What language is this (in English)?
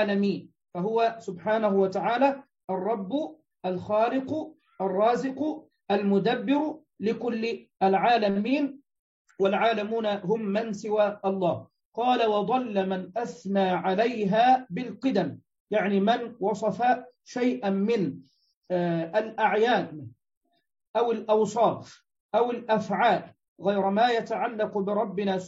Arabic